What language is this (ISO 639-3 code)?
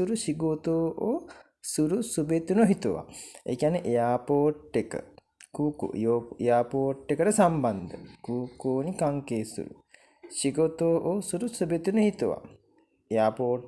sin